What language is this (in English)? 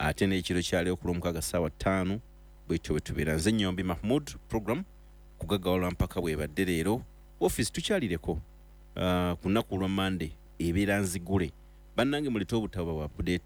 Ganda